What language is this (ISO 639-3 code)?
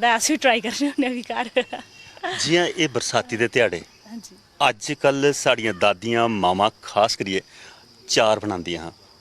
doi